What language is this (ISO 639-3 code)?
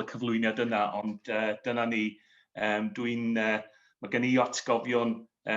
cym